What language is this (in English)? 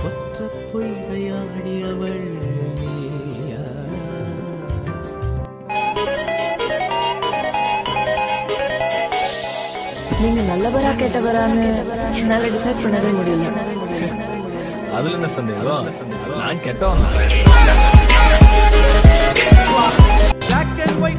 Tamil